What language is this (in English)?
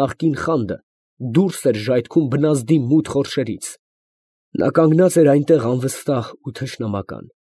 Armenian